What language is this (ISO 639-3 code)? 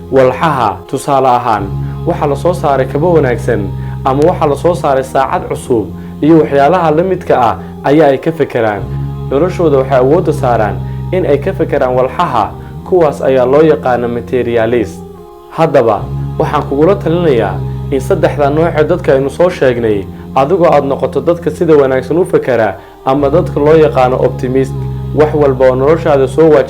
som